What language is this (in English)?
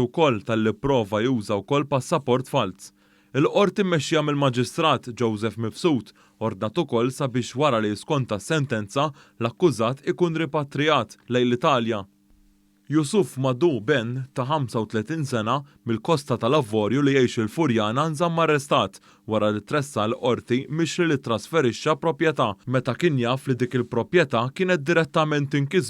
Maltese